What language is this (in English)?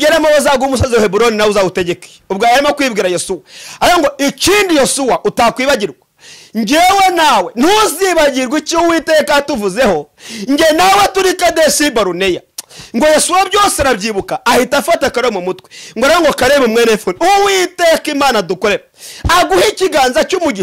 Kinyarwanda